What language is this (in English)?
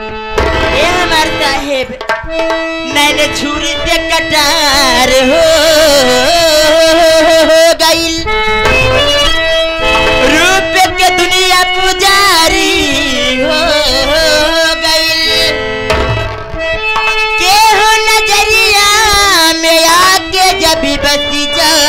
Bhojpuri